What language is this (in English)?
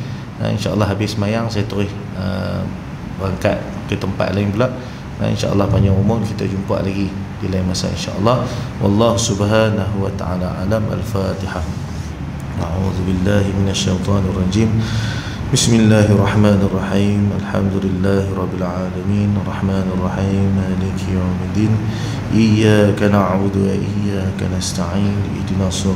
Malay